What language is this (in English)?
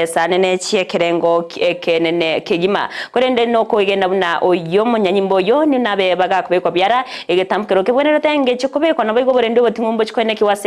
Gusii